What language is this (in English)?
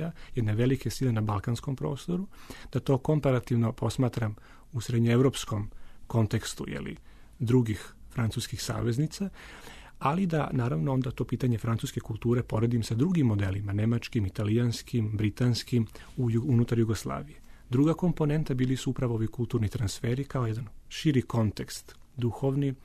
Serbian